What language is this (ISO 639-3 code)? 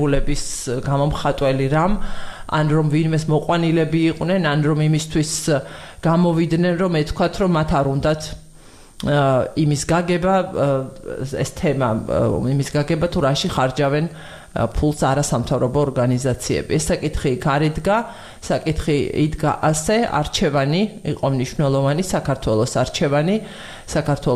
kat